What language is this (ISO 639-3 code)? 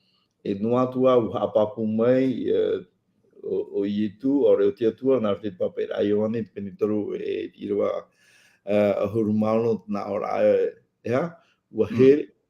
tah